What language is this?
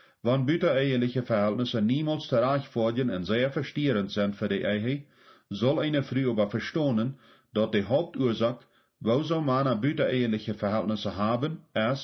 Plautdietsch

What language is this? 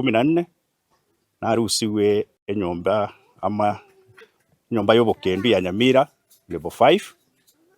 Gusii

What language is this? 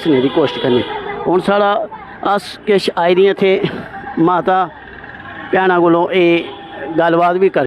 Dogri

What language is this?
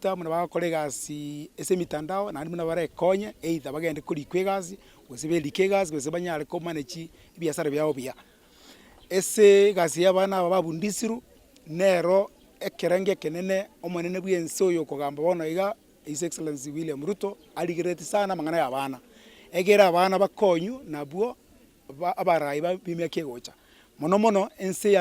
Gusii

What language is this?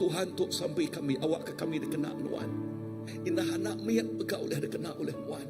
Iban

